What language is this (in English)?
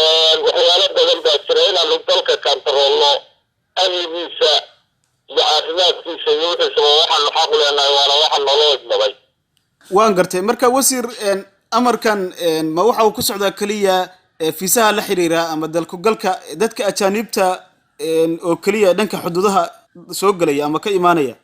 Somali